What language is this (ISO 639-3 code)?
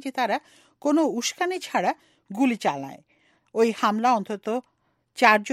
ben